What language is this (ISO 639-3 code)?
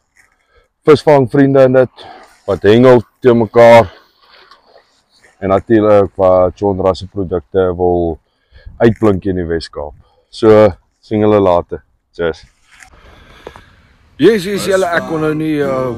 afr